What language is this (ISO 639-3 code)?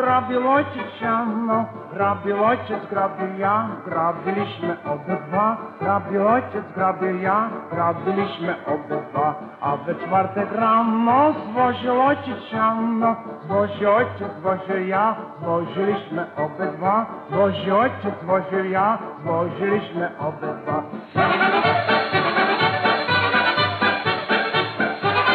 pol